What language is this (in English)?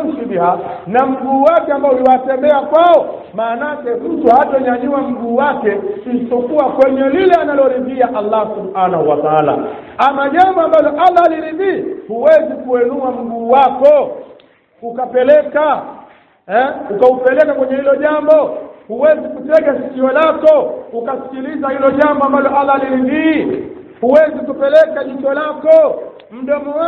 Swahili